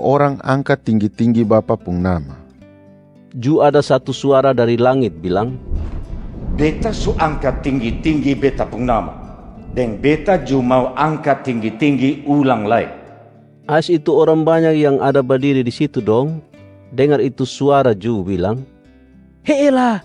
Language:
Kupang Malay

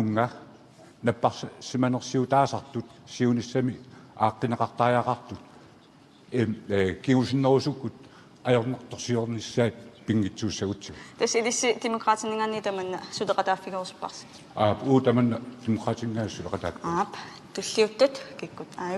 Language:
Kalaallisut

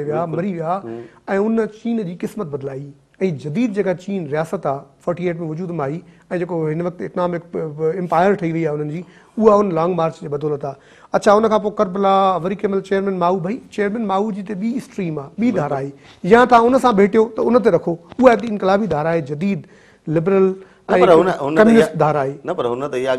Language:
Sindhi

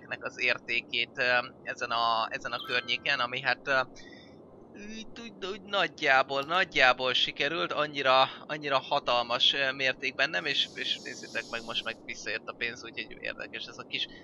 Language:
Hungarian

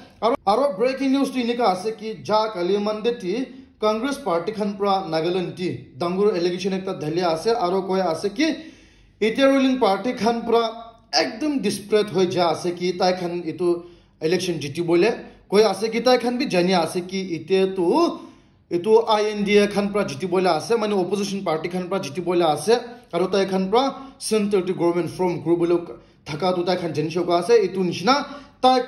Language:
Naga Pidgin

